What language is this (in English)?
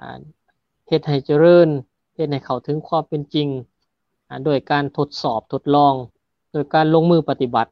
Lao